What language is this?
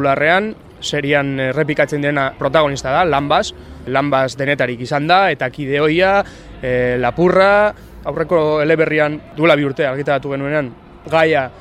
Basque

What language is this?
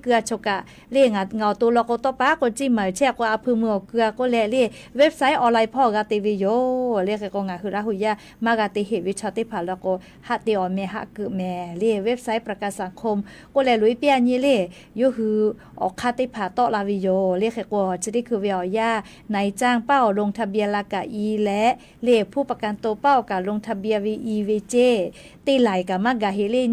Lahu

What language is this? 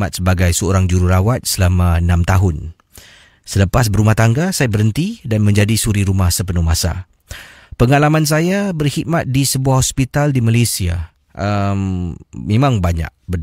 Malay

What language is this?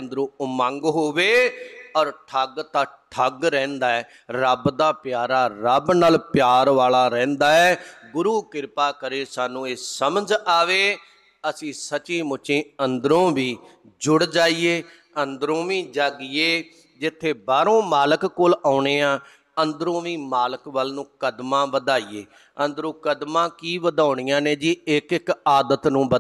Punjabi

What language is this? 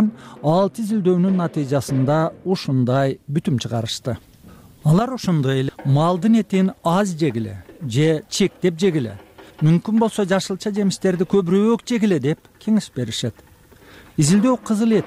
Kyrgyz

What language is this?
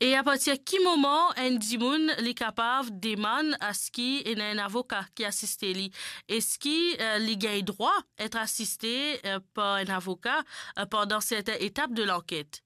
Morisyen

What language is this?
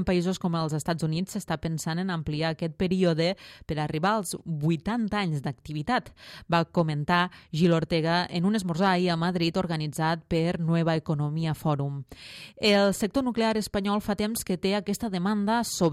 Catalan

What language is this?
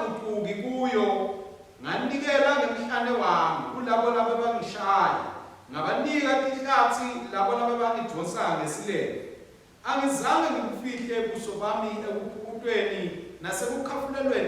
Swati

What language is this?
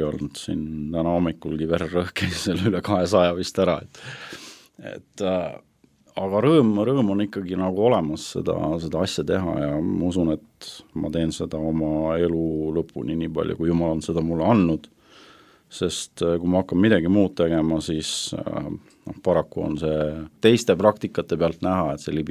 Estonian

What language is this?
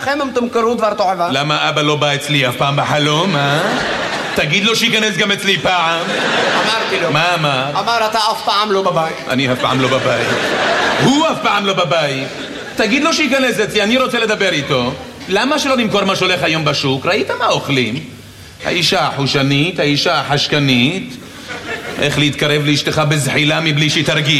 Hebrew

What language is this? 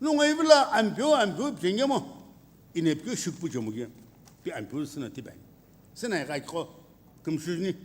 Sumi Naga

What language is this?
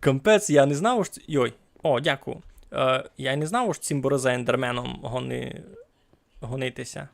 Rusyn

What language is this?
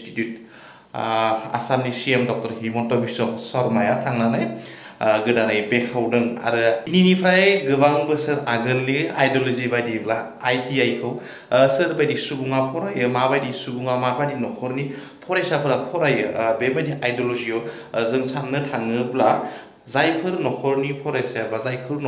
Bodo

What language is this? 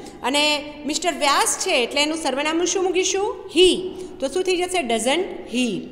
Gujarati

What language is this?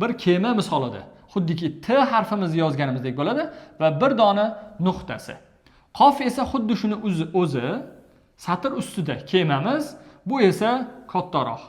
Uzbek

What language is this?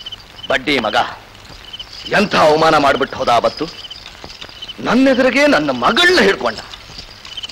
Kannada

